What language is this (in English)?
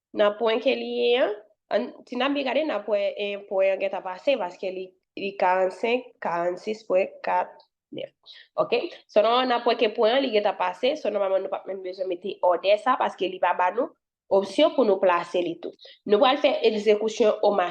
Haitian Creole